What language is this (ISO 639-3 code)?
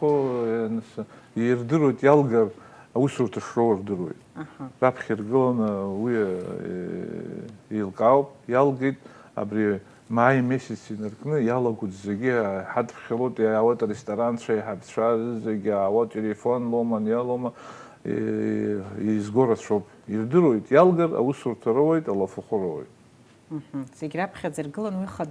abk